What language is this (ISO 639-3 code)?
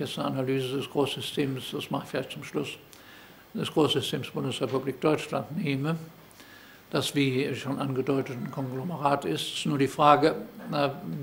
deu